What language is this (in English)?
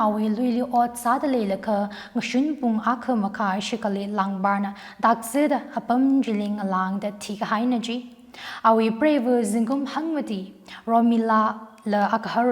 Tangkhul Naga (India)